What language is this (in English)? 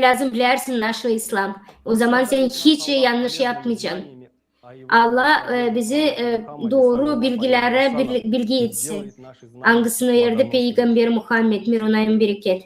Gagauz